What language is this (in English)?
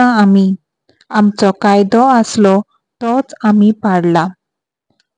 Konkani